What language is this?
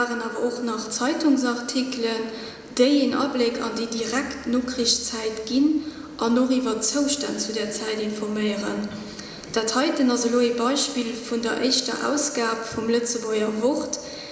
Luxembourgish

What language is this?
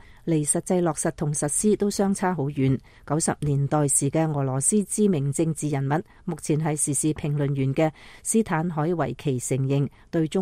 Cantonese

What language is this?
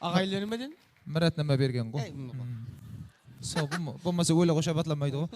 Kara-Kalpak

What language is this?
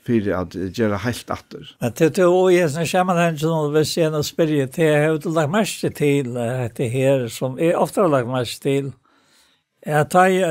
Faroese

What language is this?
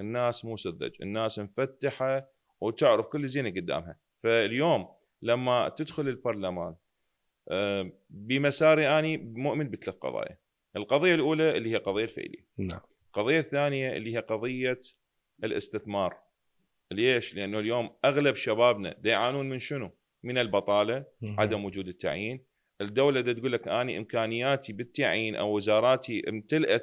Mesopotamian Arabic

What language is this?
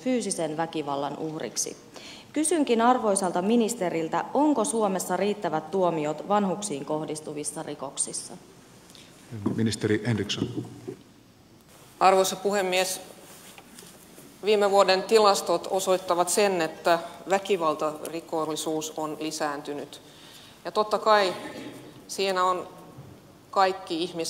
Finnish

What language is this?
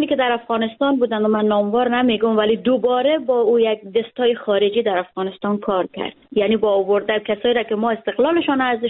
Persian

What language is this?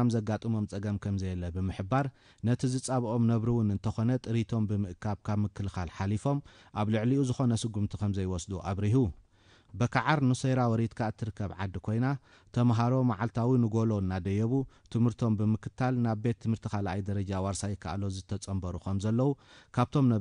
Tigrinya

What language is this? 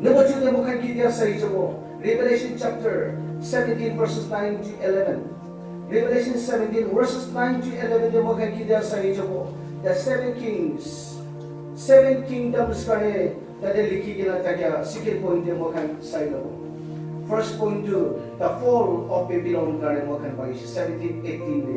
Naga Pidgin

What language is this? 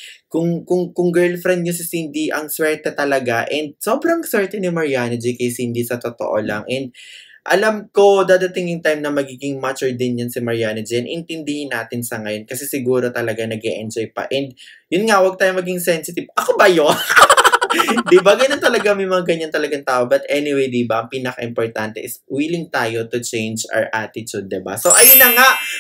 Filipino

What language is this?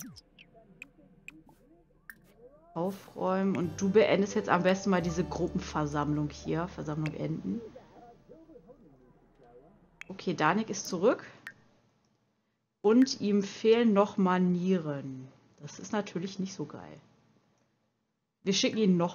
German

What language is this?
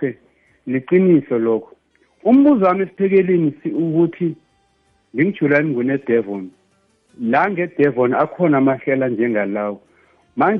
South Ndebele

